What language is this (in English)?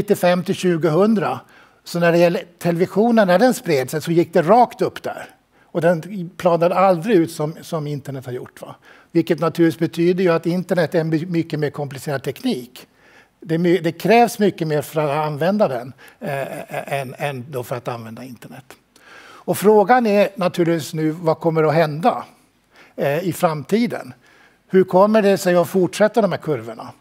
Swedish